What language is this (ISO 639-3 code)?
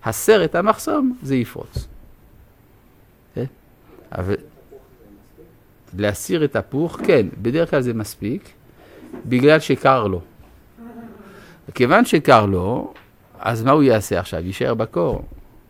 heb